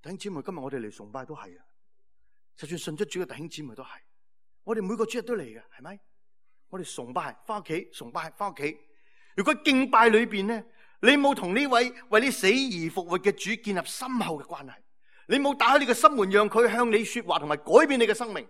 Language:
Cantonese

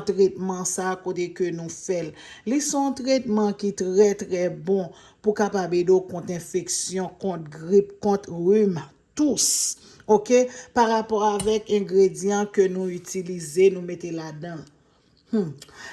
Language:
Haitian Creole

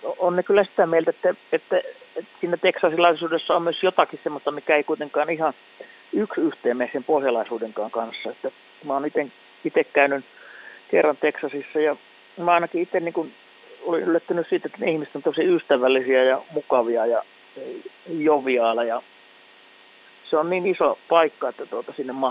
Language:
Finnish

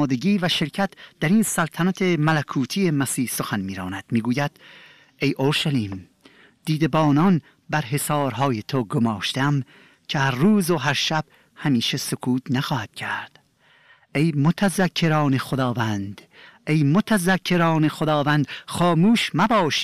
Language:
Persian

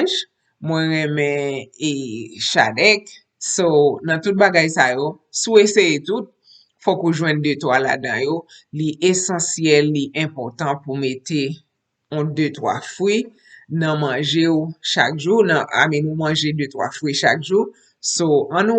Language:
Haitian Creole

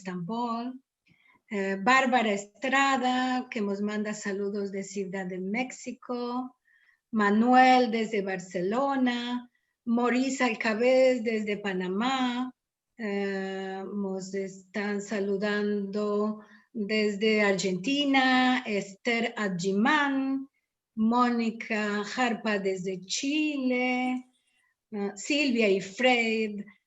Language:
Ladino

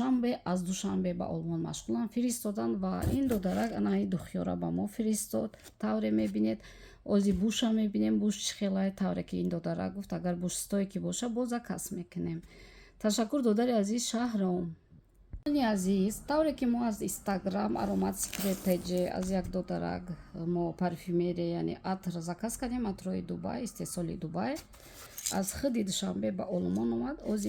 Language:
Tajik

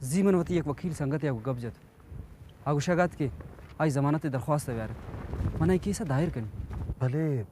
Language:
Eastern Balochi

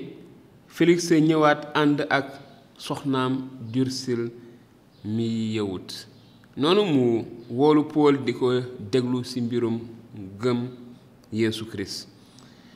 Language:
Wolof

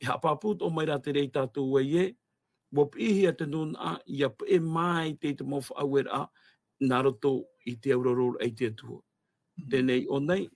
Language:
Tahitian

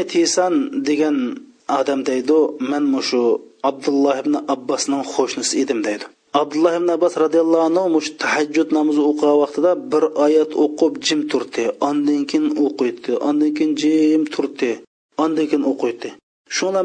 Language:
Uyghur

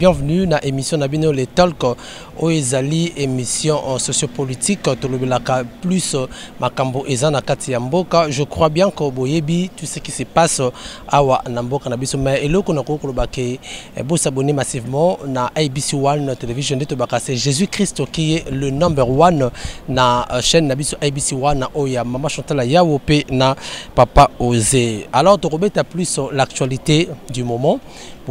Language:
Lingala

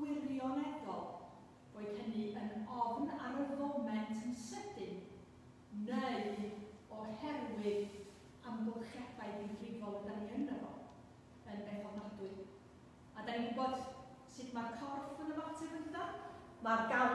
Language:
Welsh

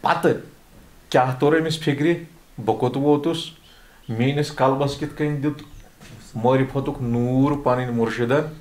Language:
Kashmiri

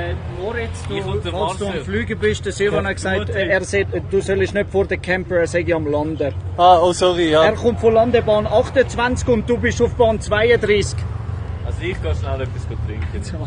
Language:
Swiss German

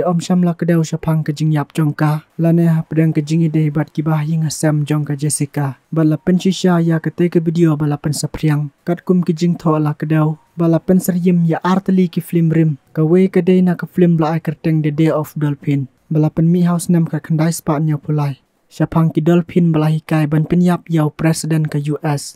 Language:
Khasi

